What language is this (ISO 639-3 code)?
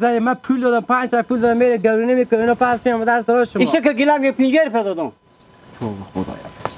fas